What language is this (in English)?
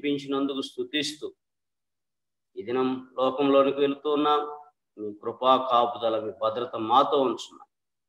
Telugu